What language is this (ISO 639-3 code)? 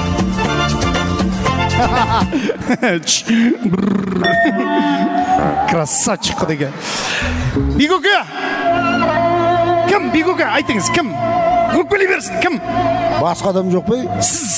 kaz